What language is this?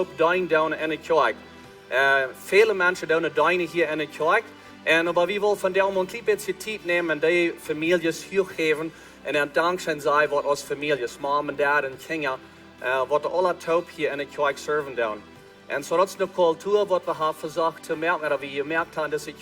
Plautdietsch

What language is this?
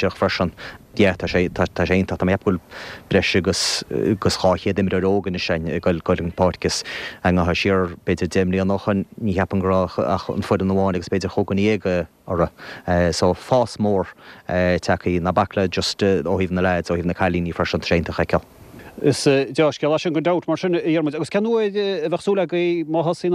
Irish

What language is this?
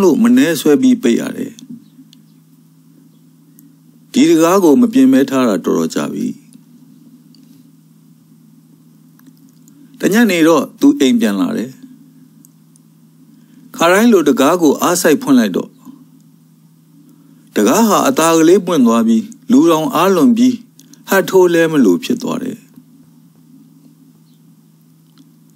Burmese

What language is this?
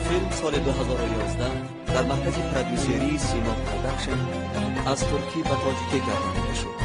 Tajik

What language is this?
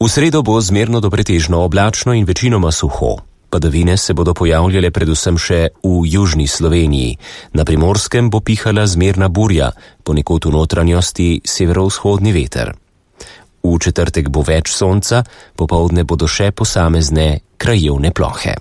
Slovenian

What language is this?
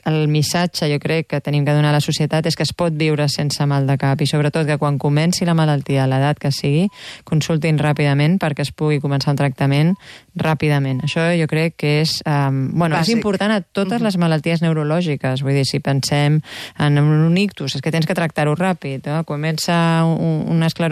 Catalan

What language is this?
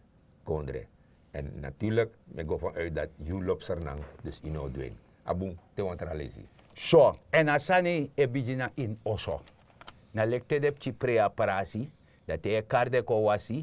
Sranan Tongo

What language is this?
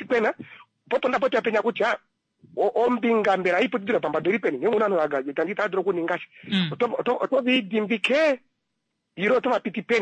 Kuanyama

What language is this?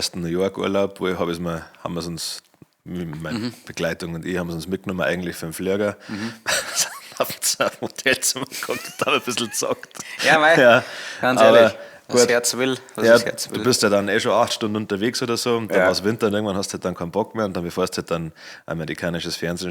Bavarian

